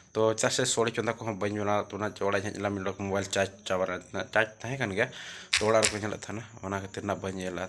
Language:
Santali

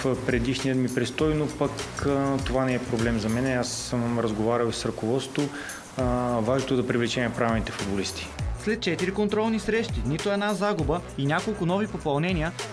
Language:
Bulgarian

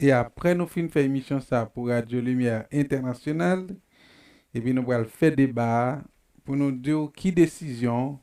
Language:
Haitian Creole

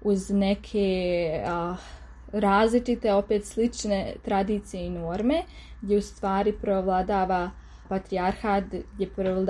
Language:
Serbian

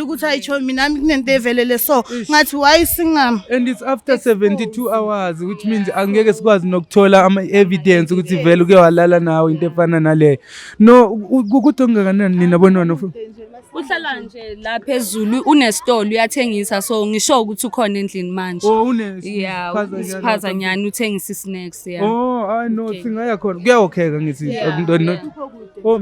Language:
Zulu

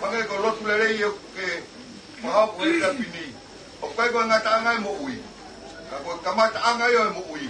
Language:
Tongan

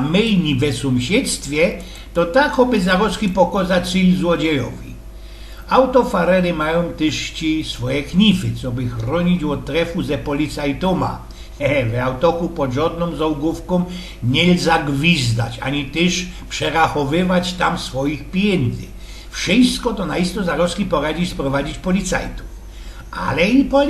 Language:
Silesian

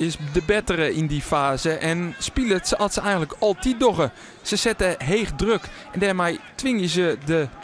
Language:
Western Frisian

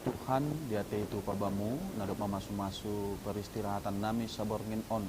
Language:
Batak Simalungun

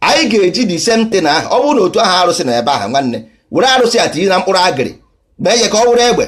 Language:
Igbo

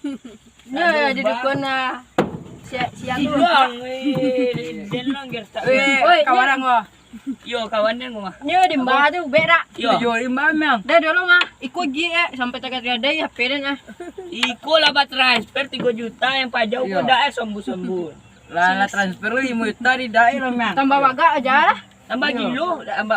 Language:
Minangkabau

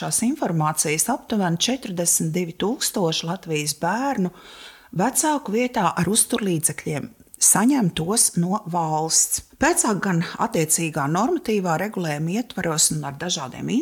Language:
Latvian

